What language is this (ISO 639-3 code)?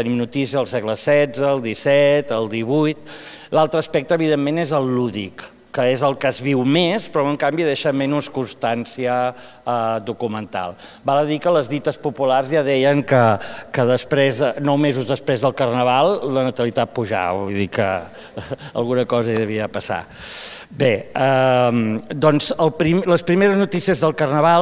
cat